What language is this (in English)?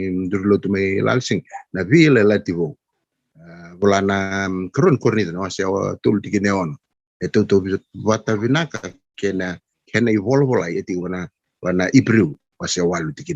Fijian